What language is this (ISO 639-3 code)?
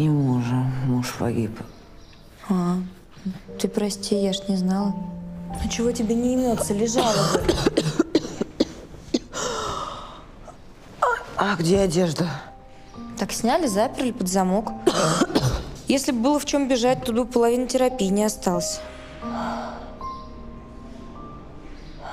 rus